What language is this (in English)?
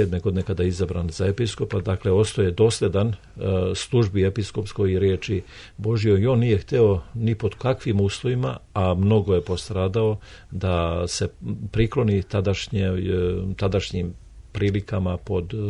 Serbian